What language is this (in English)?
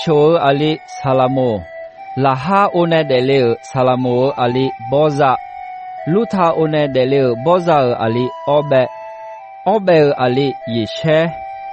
Akha